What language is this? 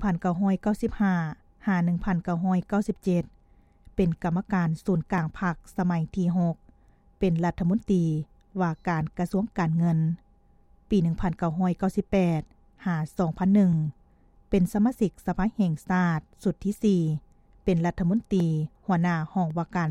Lao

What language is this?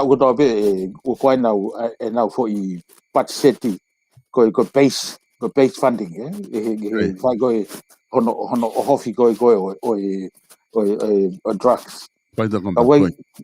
Tongan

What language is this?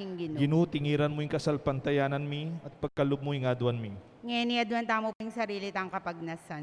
Pampanga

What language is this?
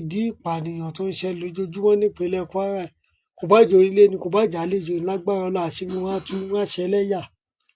Yoruba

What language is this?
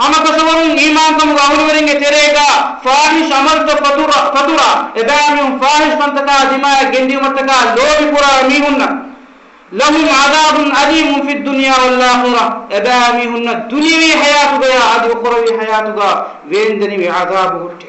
Divehi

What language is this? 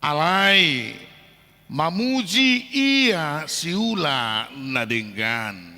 Batak Toba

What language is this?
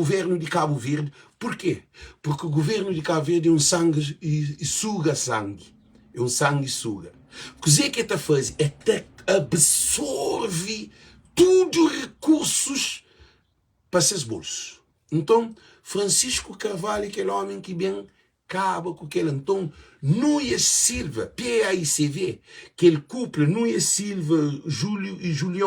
Kabuverdianu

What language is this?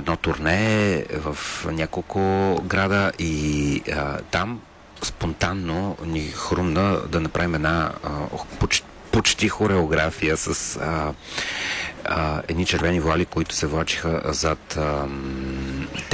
Bulgarian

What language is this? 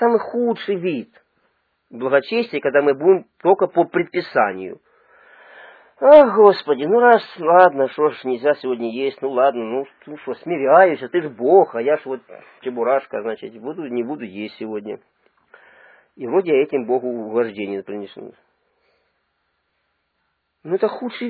Russian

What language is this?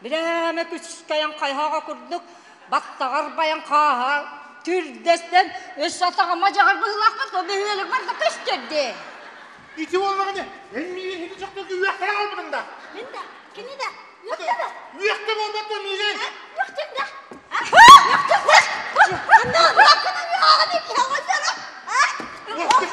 Yakut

